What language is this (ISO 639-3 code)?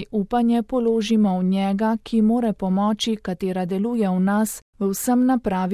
slv